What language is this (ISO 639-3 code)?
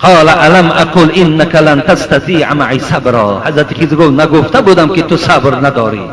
tgk